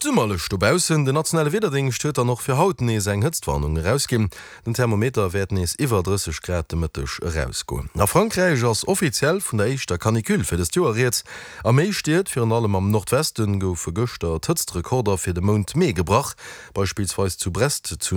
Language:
Luxembourgish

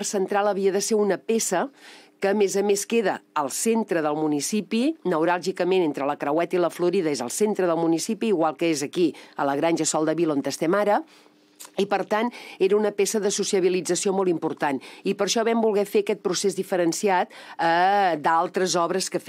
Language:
Catalan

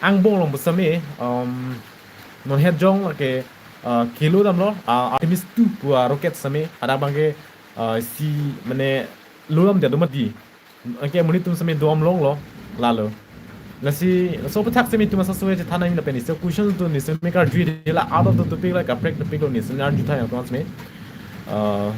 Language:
Karbi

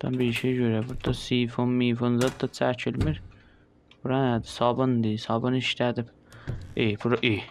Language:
South Azerbaijani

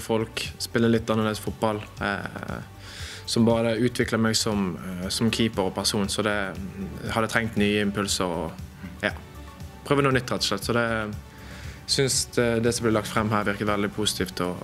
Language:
Norwegian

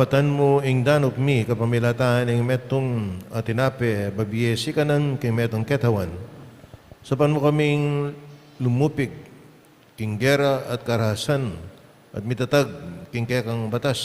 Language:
Pampanga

